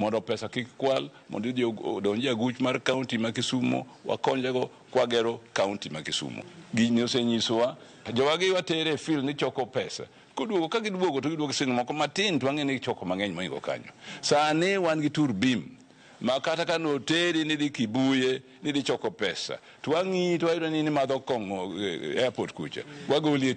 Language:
Luo (Kenya and Tanzania)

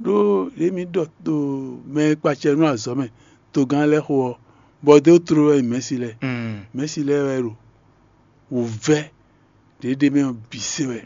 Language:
Fon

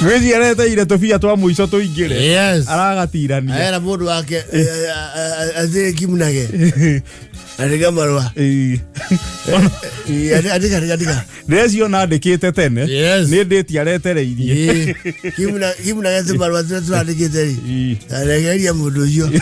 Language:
Kikuyu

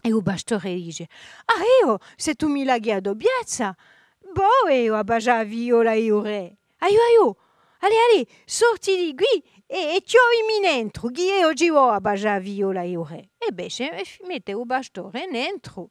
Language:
Corsican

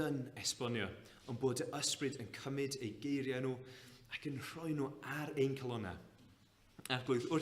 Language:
Welsh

